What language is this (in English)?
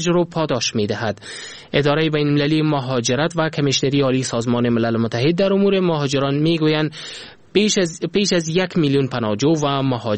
Persian